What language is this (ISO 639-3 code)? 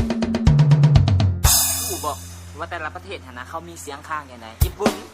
lao